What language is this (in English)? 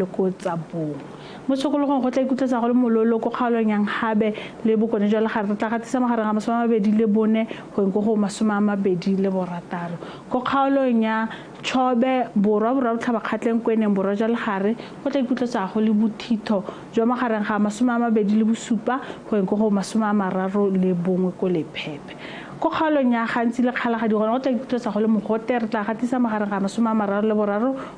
Tswana